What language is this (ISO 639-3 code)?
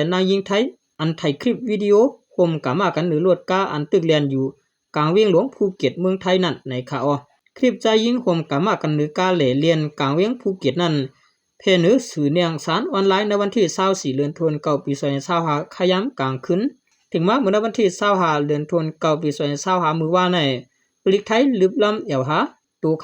shn